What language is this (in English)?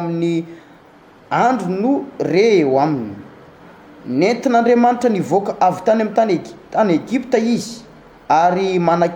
Malagasy